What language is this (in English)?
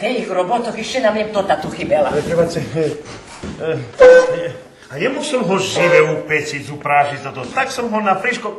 Rusyn